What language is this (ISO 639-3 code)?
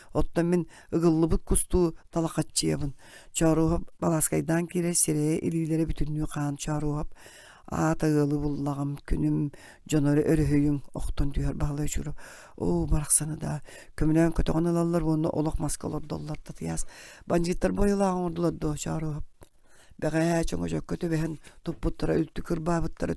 sah